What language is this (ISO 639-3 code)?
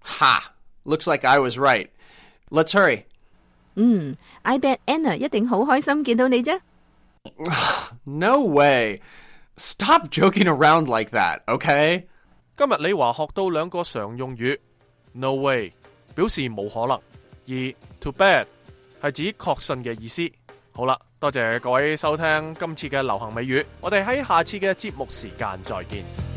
yue